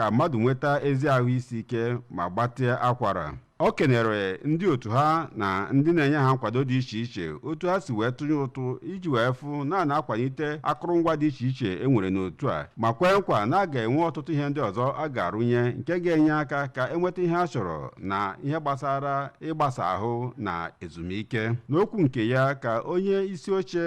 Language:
Igbo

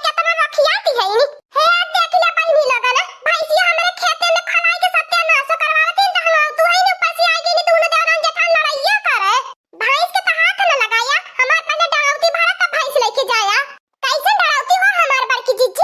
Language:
Awadhi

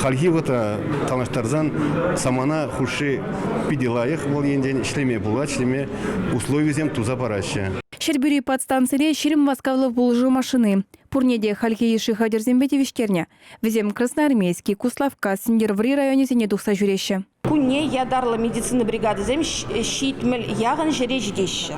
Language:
Chuvash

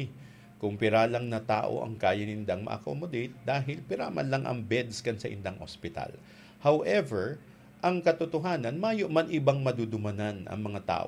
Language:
Bikol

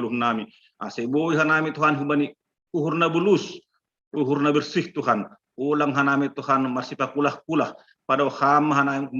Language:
Batak Simalungun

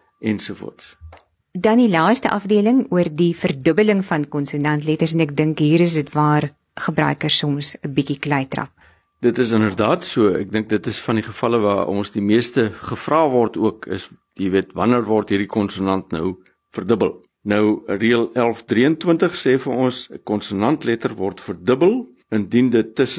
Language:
Afrikaans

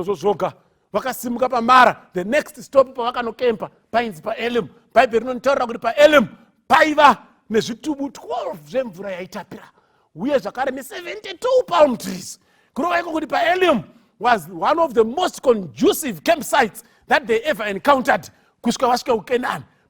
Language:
Shona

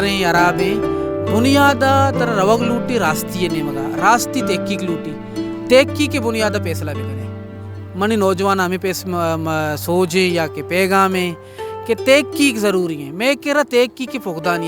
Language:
Baluchi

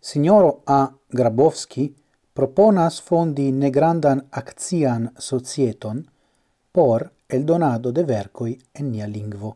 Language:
Esperanto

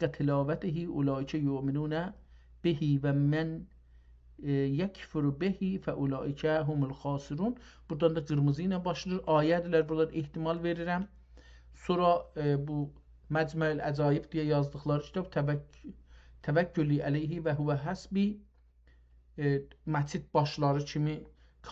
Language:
South Azerbaijani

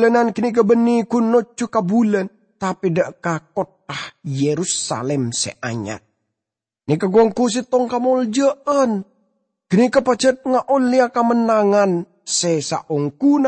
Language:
Madurese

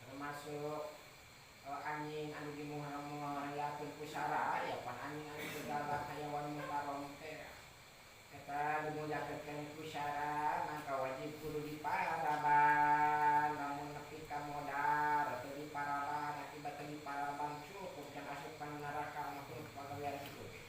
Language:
Sundanese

